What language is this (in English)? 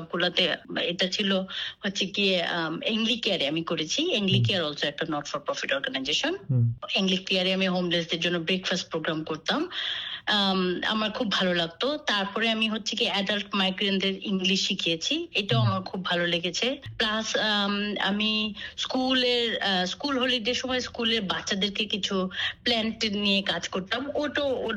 Bangla